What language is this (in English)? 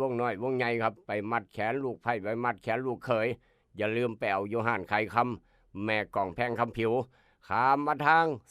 Northeastern Thai